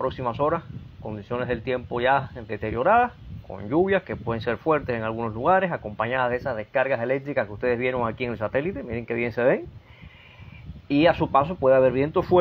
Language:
Spanish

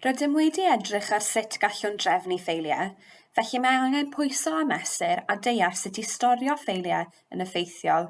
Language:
Welsh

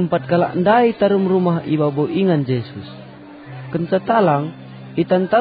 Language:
Batak Karo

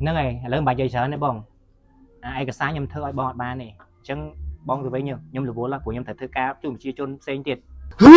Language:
Khmer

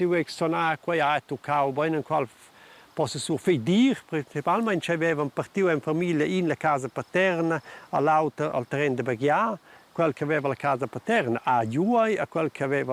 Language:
Romansh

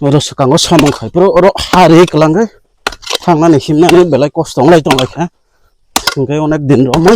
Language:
Kok Borok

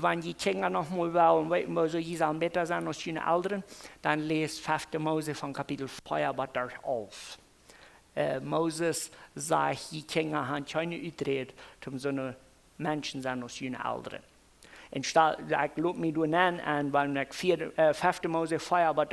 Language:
Plautdietsch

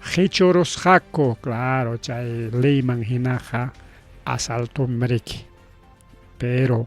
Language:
Ayacucho Quechua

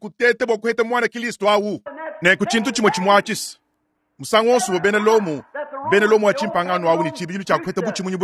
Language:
Luba-Lulua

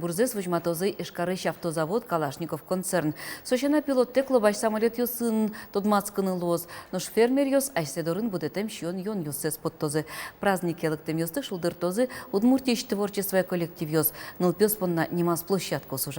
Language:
Udmurt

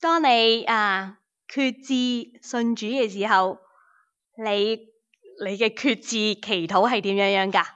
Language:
Cantonese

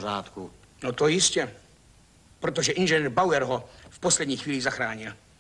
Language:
Czech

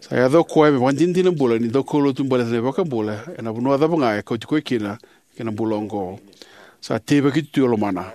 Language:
Fijian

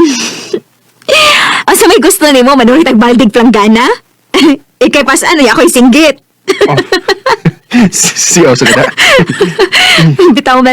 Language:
Cebuano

